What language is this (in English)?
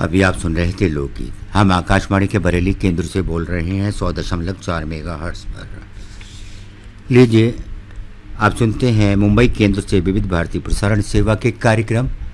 Hindi